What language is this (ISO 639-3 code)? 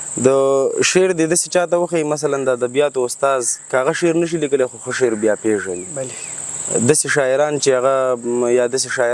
pus